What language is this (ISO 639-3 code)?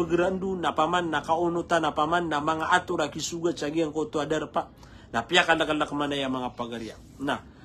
mrw